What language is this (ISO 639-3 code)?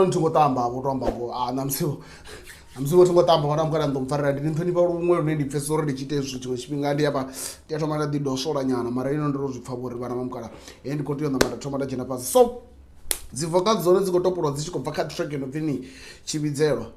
ven